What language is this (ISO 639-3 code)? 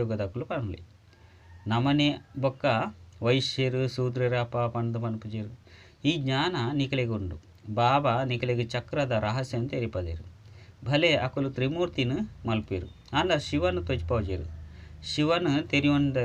tcy